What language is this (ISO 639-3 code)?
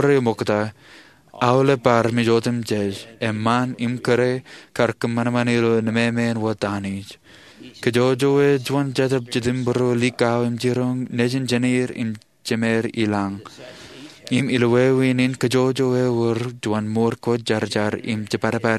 mah